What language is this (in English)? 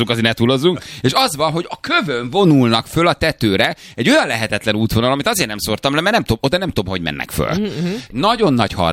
Hungarian